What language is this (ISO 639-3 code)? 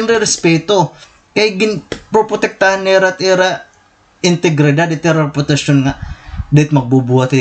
war